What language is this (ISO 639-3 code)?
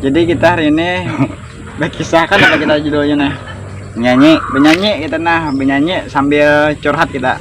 bjn